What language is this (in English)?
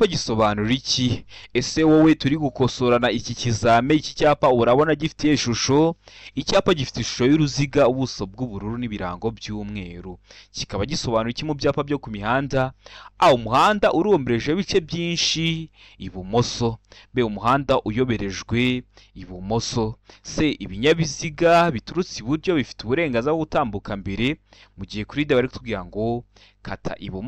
Kinyarwanda